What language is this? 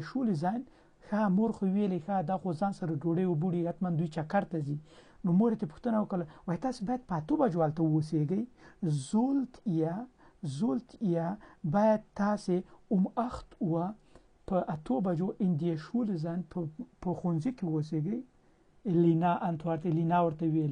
Pashto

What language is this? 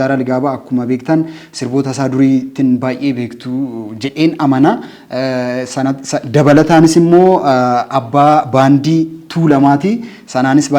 Oromo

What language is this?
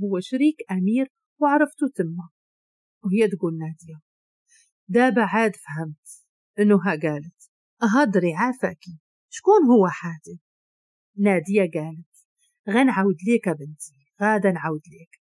Moroccan Arabic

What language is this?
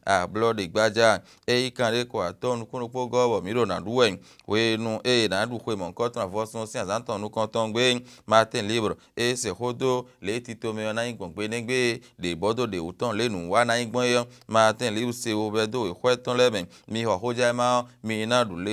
Fon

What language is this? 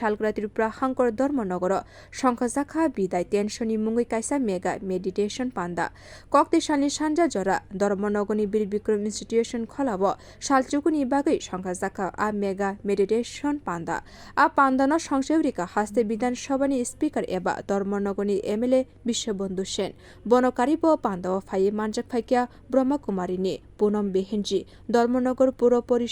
Kok Borok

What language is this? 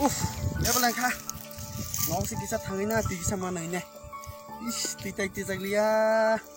Kok Borok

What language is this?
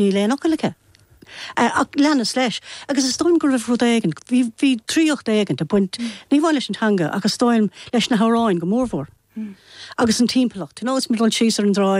Irish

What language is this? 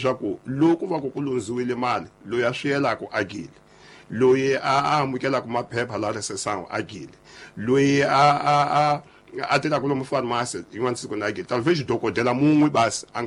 Tsonga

